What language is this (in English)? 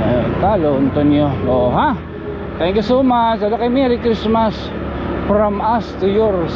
Waray